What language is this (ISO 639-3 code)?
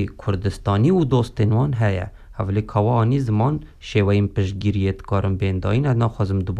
kur